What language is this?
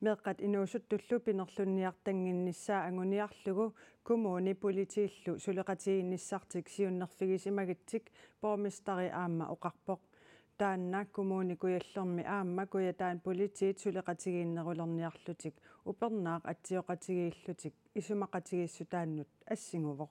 Kalaallisut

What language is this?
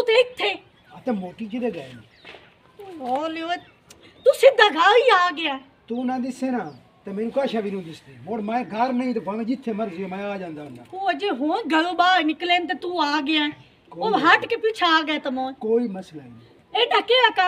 Punjabi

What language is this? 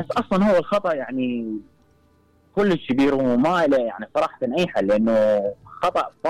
Mesopotamian Arabic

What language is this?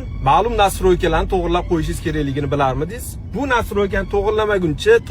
Uzbek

